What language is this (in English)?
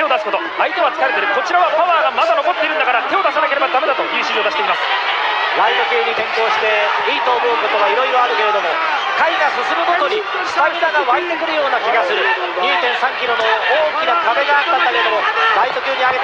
Japanese